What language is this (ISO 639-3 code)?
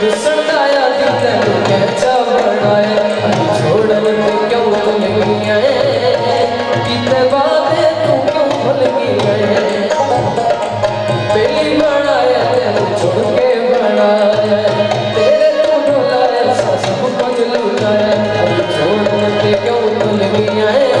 skr